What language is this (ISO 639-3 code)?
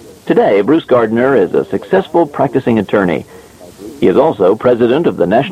eng